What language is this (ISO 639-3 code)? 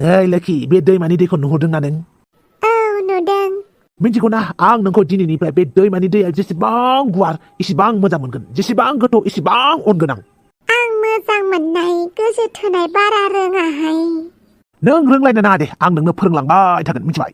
brx